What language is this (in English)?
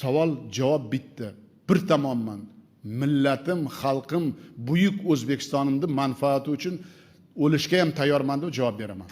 Uzbek